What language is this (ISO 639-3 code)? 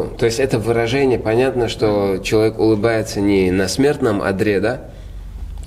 rus